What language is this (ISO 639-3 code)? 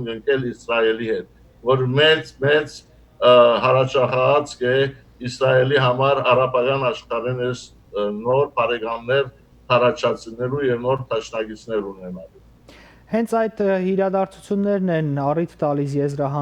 hyw